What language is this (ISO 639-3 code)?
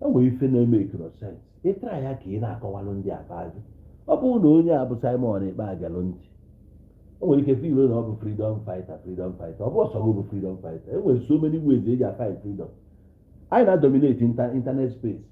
ibo